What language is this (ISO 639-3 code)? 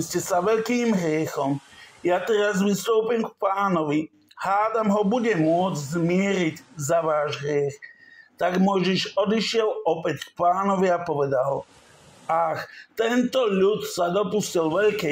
slk